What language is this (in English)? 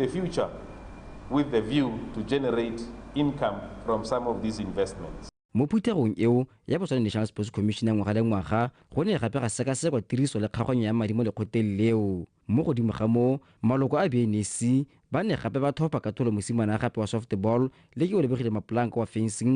Tswana